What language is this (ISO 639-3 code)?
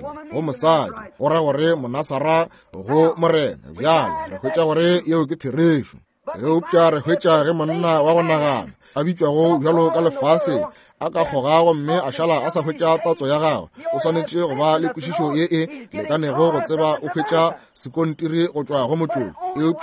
nso